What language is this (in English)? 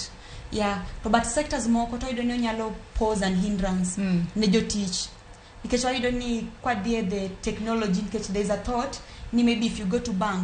Luo (Kenya and Tanzania)